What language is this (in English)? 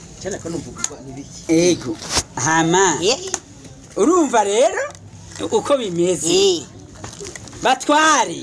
Rundi